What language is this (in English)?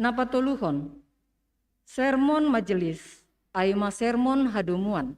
Batak Simalungun